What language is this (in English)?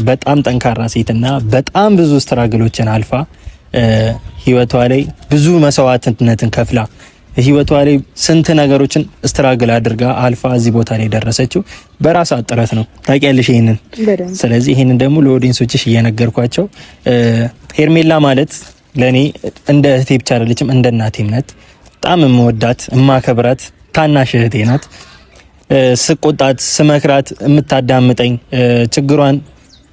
Amharic